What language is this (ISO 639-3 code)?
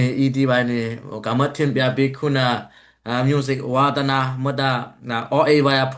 dis